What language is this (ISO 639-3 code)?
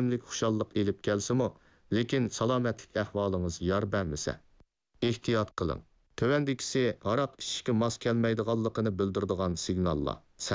uig